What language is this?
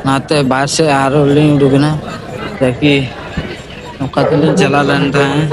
Santali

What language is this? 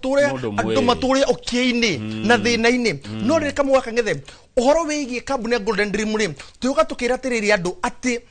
Kikuyu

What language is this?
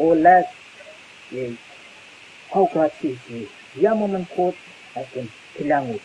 Pohnpeian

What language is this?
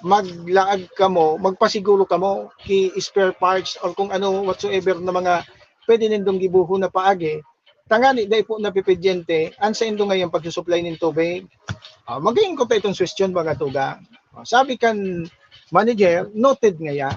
Bikol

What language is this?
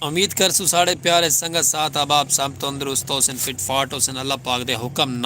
Saraiki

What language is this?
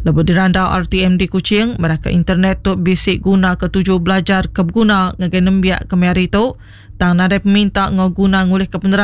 Iban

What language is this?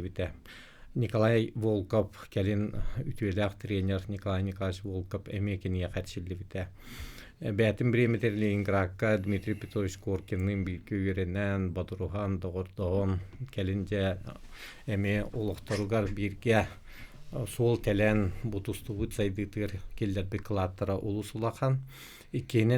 Yakut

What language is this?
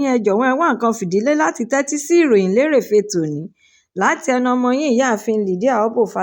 Yoruba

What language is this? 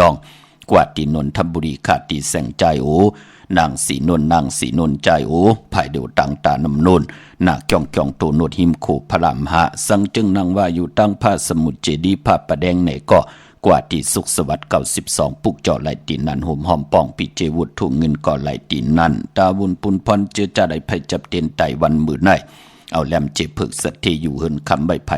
Shan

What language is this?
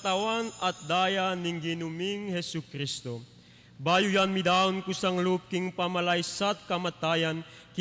Pampanga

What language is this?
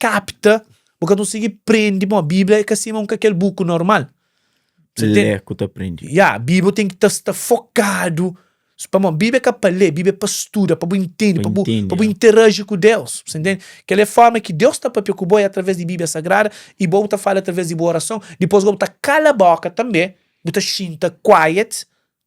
Kabuverdianu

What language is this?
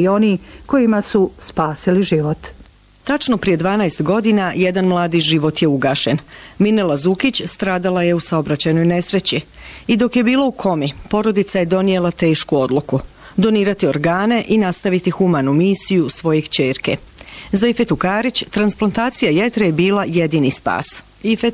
Bosnian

